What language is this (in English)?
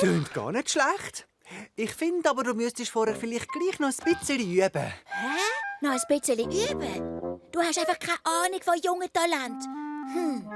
Swiss German